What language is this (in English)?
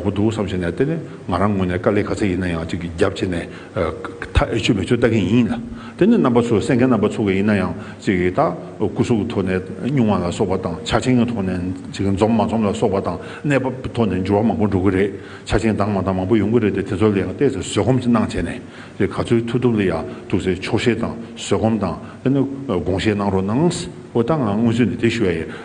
Tibetan